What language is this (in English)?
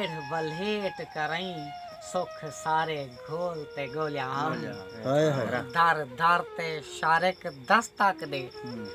Saraiki